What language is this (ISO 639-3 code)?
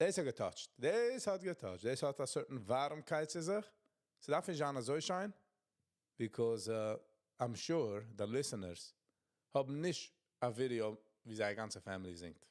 yid